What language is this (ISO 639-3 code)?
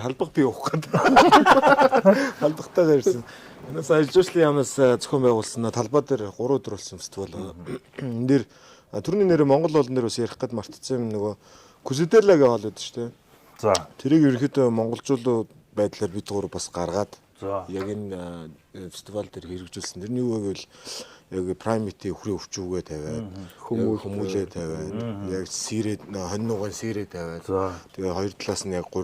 mon